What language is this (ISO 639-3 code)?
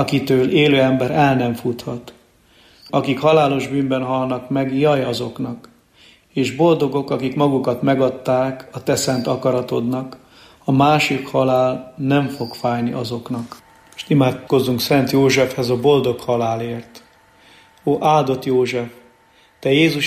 hun